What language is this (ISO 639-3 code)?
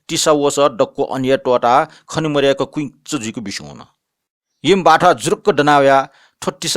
new